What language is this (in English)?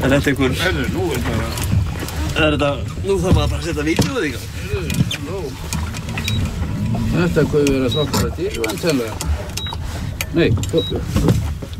Icelandic